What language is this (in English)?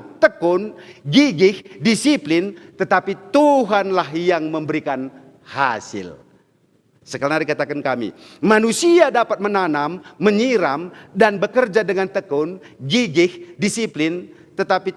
Batak Karo